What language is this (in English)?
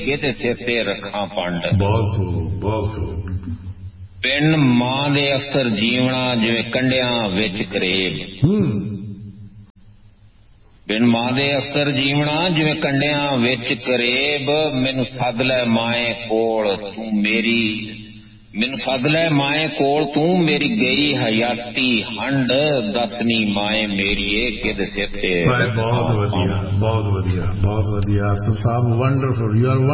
Punjabi